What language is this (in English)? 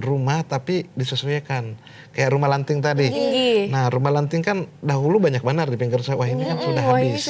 Banjar